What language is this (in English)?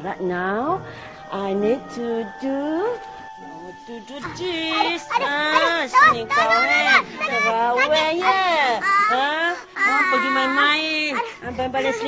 Malay